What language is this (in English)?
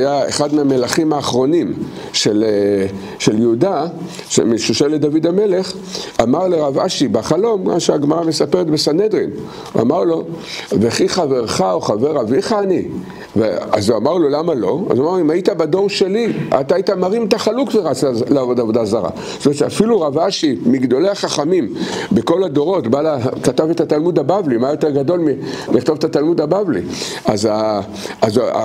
Hebrew